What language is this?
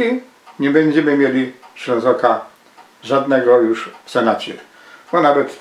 Silesian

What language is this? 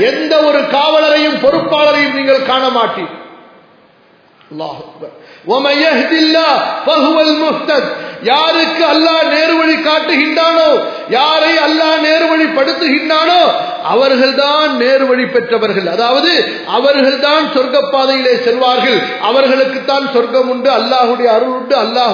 Tamil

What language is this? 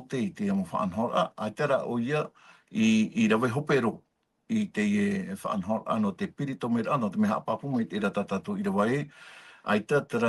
Tahitian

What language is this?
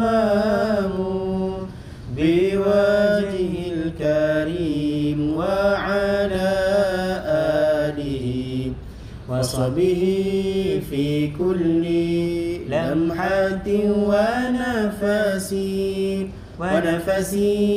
Arabic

